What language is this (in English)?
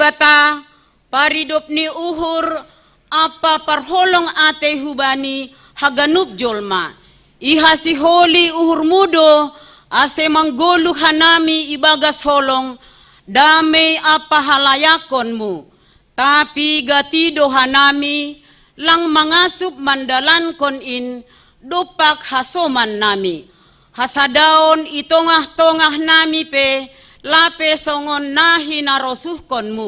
Batak Simalungun